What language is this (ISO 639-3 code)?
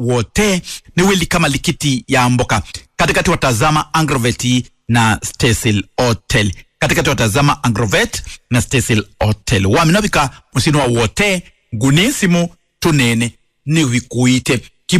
kam